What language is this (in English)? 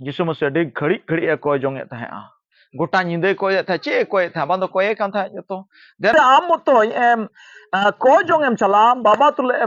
Santali